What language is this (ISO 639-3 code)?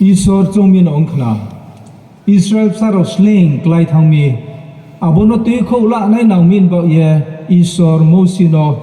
ria